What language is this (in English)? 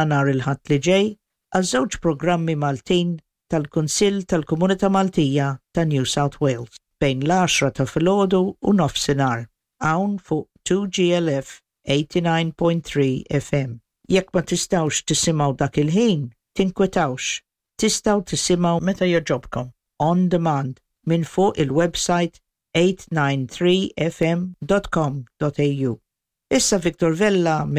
Maltese